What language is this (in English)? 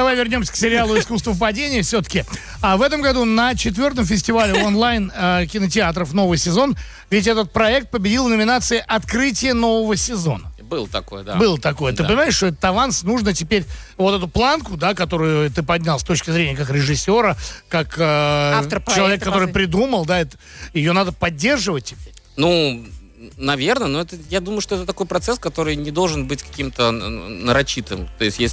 Russian